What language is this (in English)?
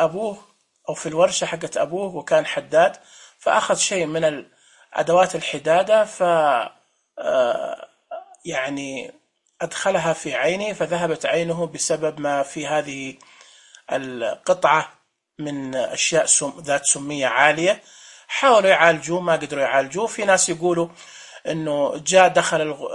Najdi Arabic